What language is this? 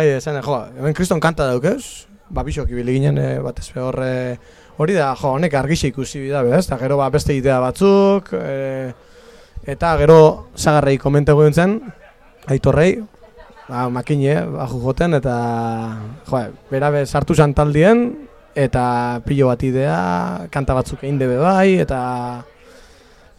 Basque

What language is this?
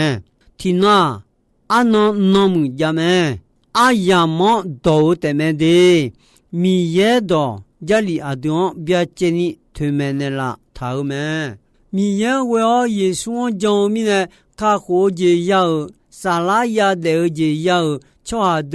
Akha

